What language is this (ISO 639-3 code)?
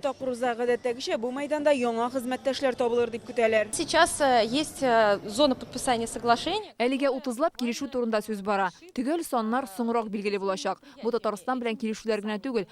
tat